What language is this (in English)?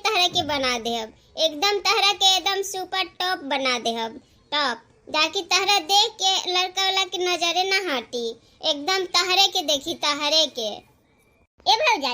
Bhojpuri